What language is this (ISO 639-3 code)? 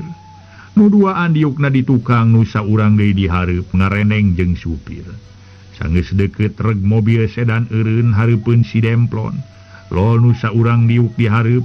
sun